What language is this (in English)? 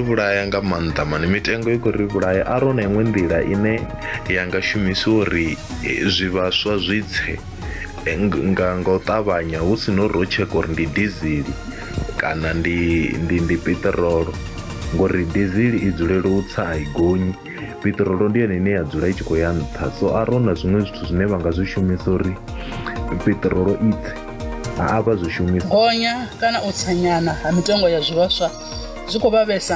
Venda